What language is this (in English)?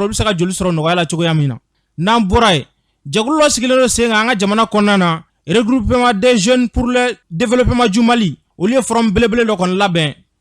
Bambara